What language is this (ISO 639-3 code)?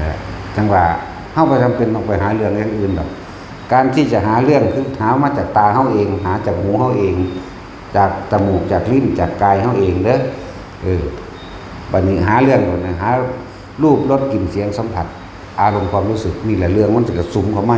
tts